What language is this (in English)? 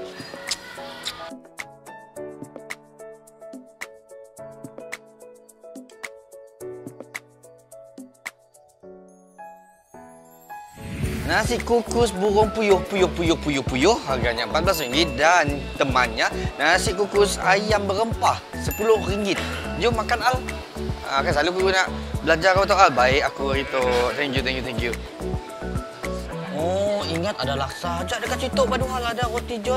Malay